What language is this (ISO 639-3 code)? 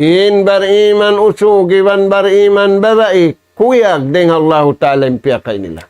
tsg